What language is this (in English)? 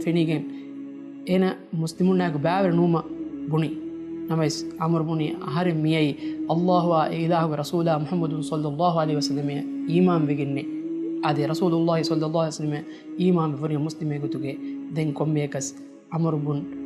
Divehi